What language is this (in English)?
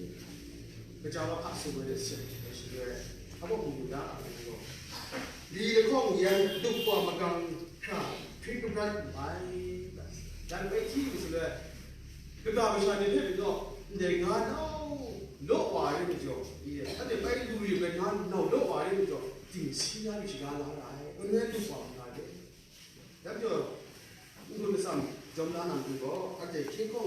Kachin